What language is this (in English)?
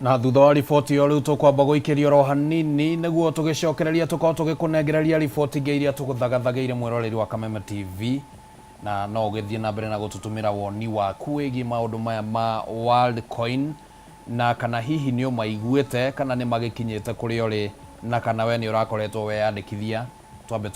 Kikuyu